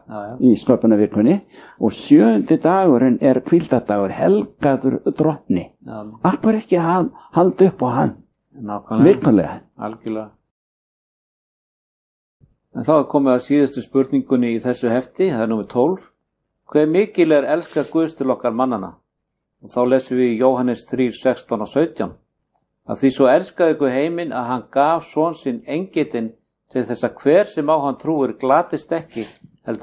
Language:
Icelandic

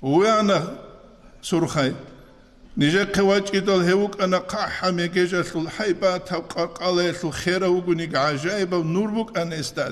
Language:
Avaric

